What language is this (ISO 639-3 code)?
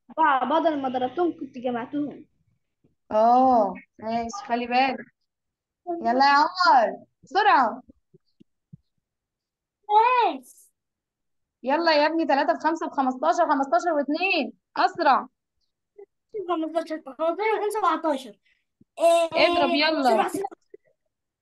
arz